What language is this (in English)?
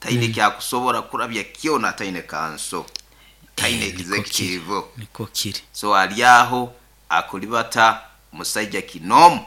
Nyankole